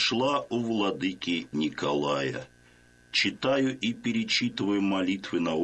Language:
Russian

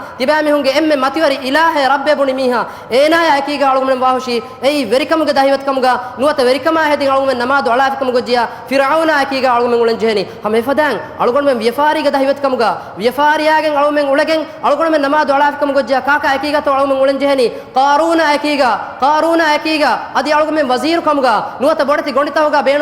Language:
Divehi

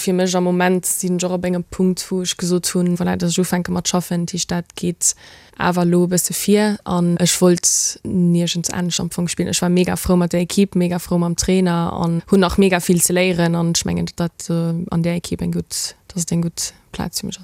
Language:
Luxembourgish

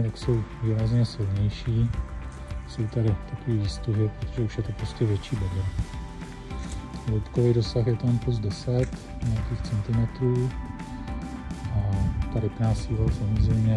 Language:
Czech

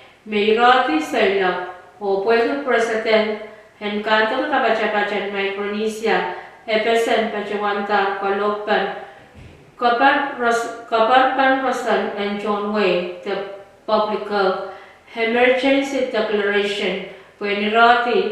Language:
Pohnpeian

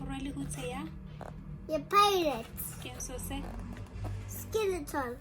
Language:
Tswana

